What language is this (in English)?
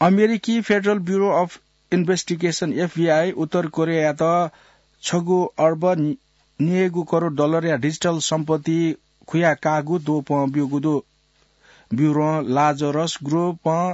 Newari